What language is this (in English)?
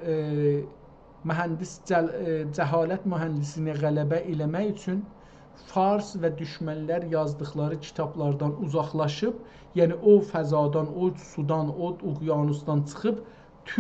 South Azerbaijani